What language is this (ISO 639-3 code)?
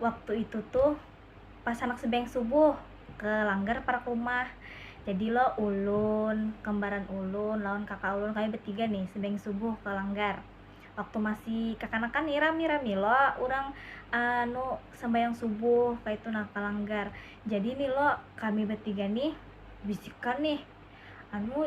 bjn